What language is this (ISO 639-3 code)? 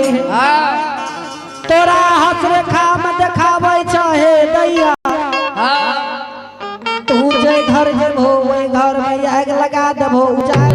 anp